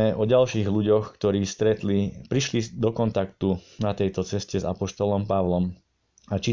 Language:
Slovak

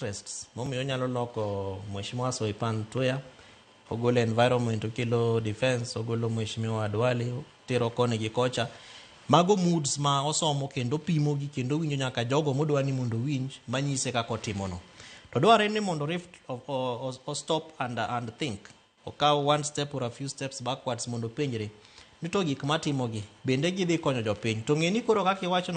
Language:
Luo (Kenya and Tanzania)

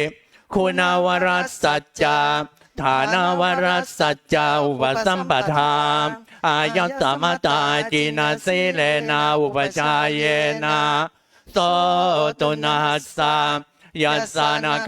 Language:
Pali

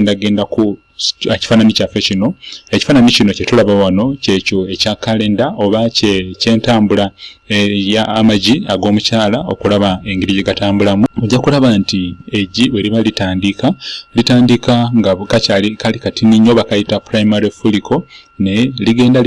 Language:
Ganda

